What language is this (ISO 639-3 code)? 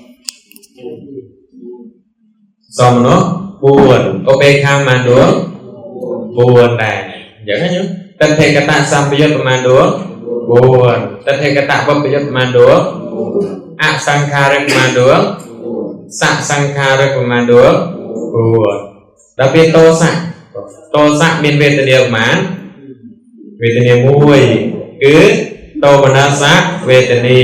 khm